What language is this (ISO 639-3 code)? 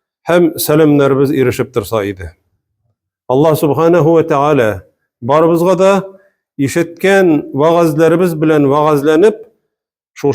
tat